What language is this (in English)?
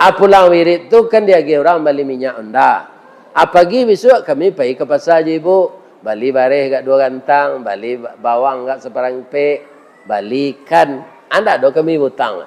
Minangkabau